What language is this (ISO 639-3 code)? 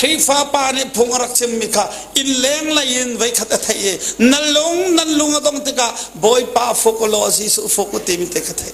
cnh